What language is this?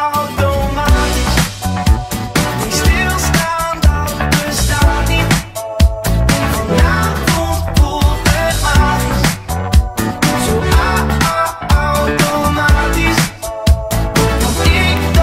Dutch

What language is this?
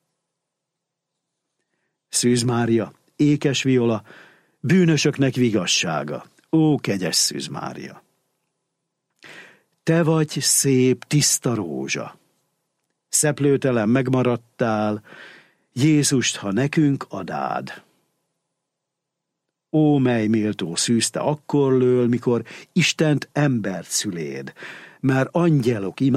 Hungarian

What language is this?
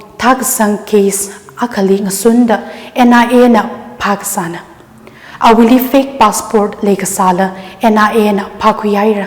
Tangkhul Naga (India)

